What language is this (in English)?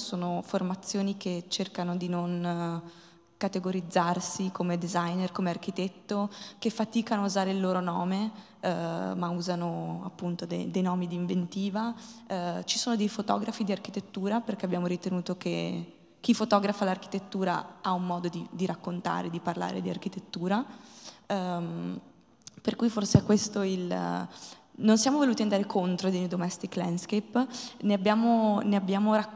Italian